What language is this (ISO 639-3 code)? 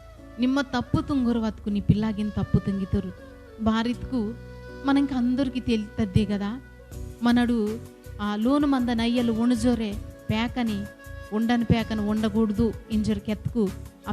kff